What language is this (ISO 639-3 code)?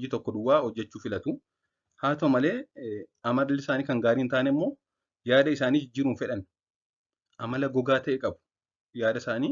orm